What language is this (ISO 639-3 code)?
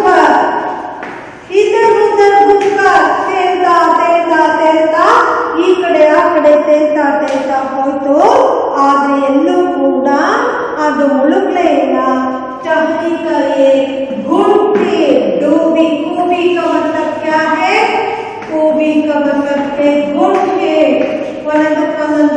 kan